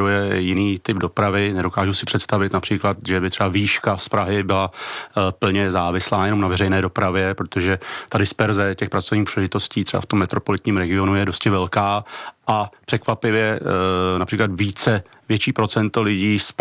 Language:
Czech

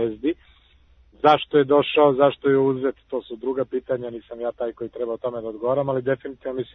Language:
Serbian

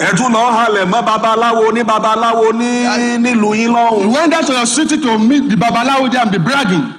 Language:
Yoruba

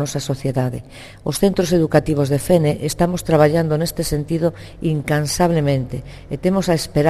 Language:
Galician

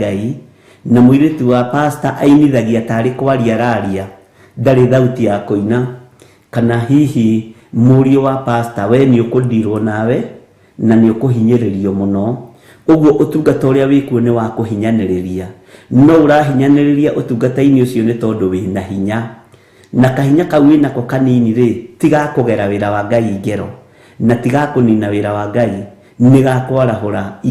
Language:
Kikuyu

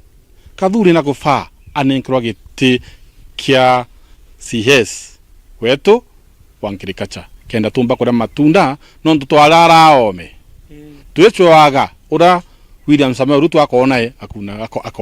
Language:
Meru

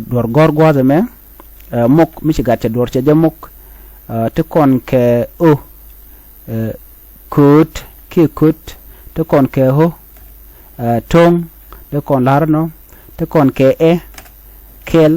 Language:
Nuer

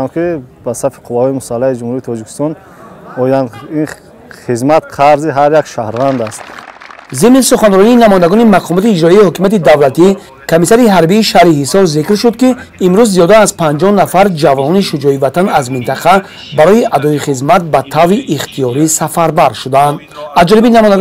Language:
Tajik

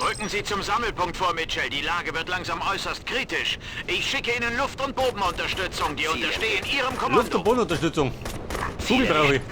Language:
Bavarian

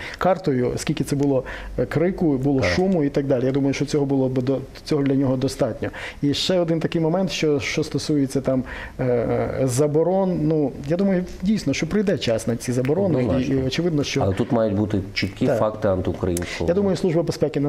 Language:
Ukrainian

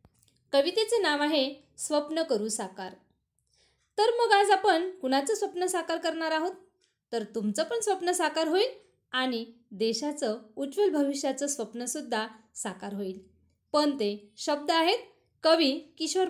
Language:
Marathi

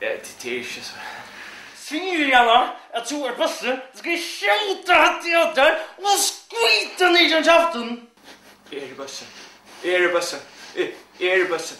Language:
Faroese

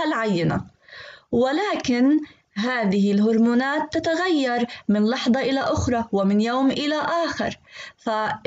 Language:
Arabic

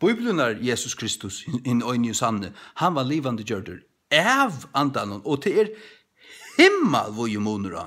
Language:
Faroese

